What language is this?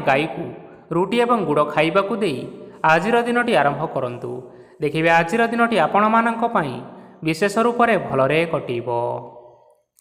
Odia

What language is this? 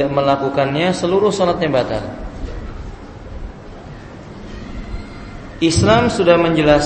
Indonesian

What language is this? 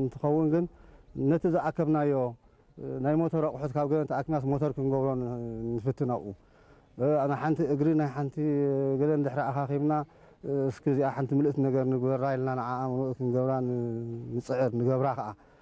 Tigrinya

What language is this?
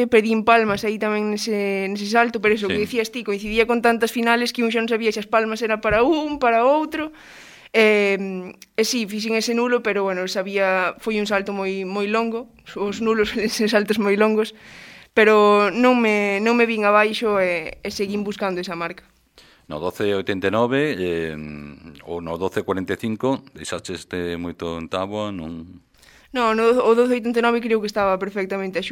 Galician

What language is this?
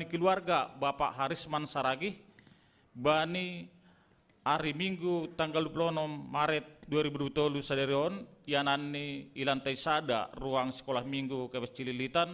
Batak Simalungun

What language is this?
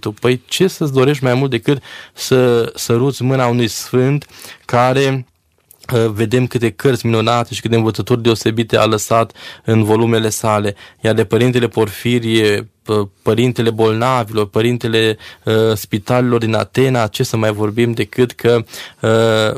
Romanian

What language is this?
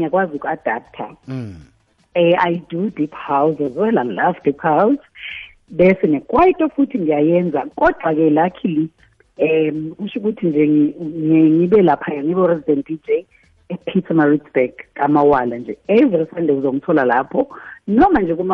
South Ndebele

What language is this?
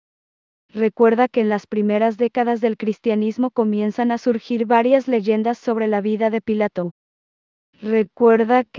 Spanish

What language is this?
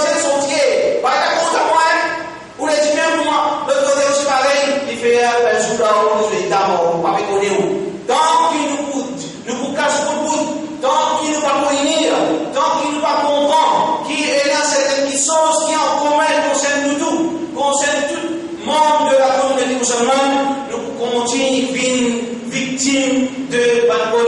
Morisyen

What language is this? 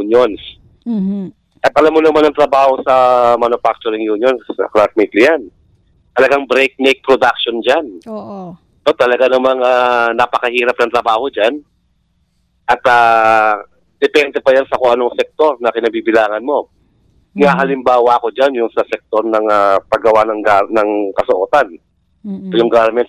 Filipino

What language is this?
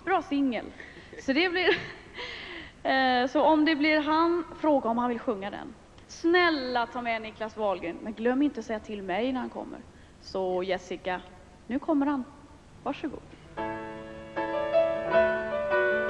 Swedish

